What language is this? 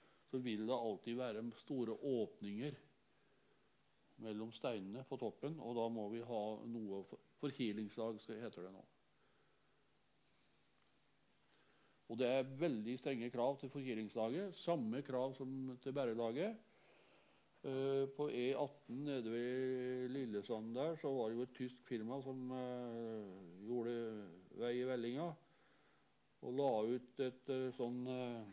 Norwegian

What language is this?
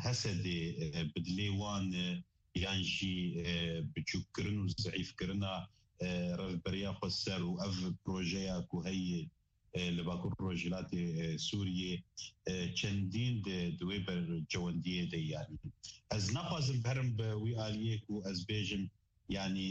Kurdish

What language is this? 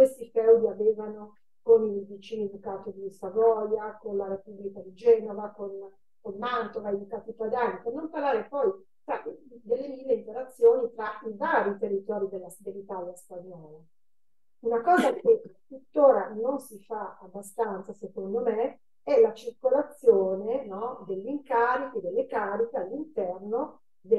Italian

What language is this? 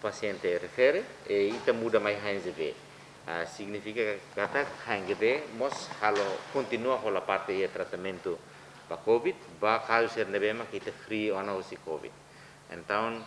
Tetum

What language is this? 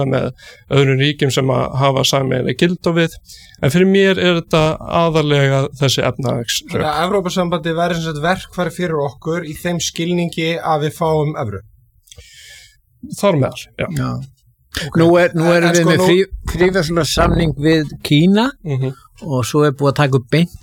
Icelandic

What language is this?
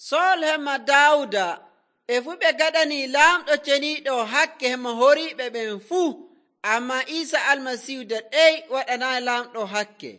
Nigerian Fulfulde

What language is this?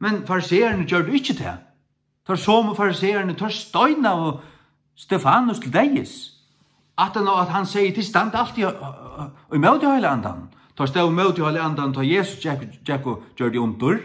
Faroese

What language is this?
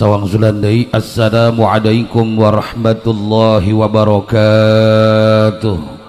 Sundanese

